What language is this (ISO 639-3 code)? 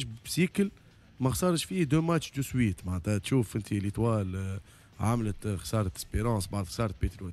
aeb